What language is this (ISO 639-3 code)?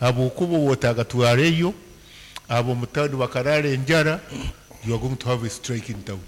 nyn